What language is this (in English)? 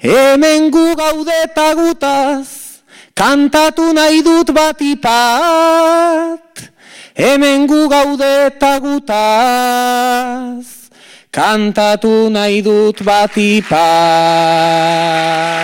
Basque